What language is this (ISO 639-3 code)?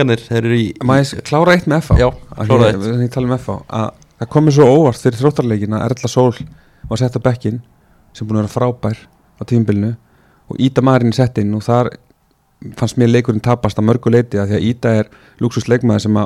isl